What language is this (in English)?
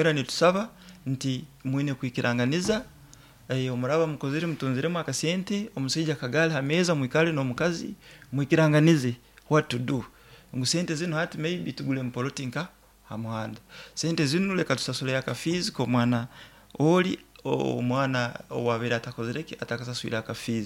Nyoro